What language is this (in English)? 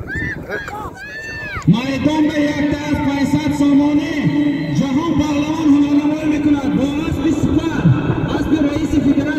Persian